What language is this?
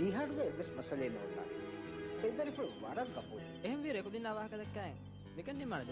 Divehi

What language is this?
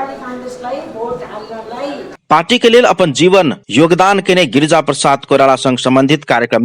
Maithili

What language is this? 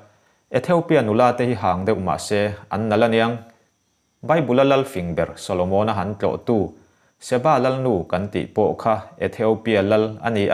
Mizo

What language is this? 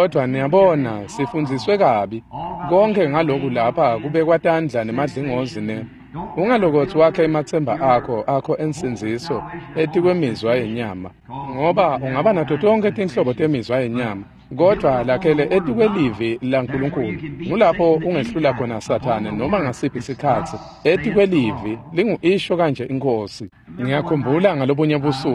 Swati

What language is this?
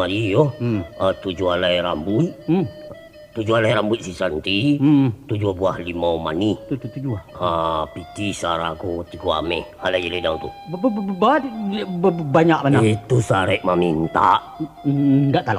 Minangkabau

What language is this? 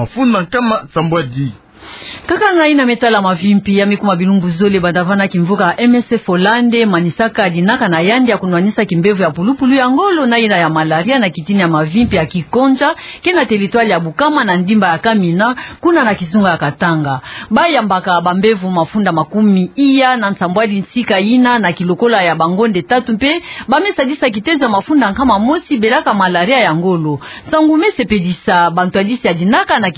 Kituba (Democratic Republic of Congo)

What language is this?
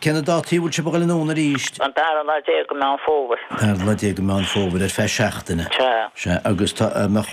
Irish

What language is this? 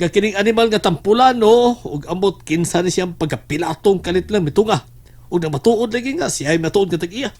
Cebuano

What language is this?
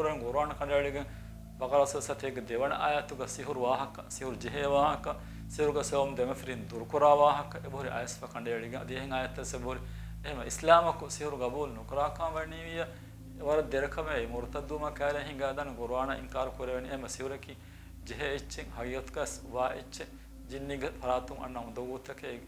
Divehi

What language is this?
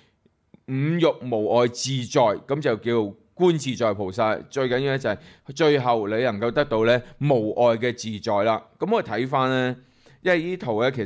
Cantonese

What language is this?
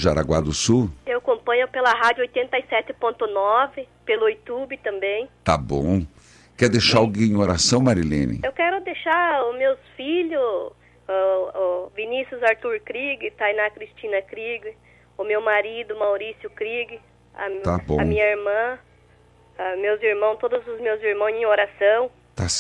Portuguese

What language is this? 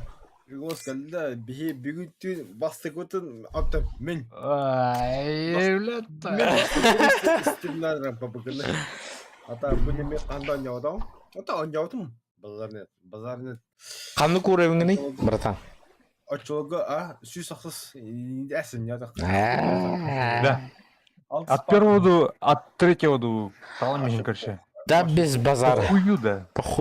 Yakut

